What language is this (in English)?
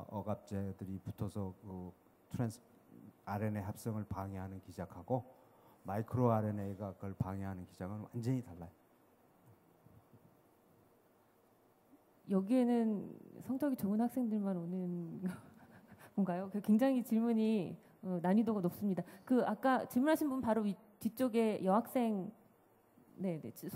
Korean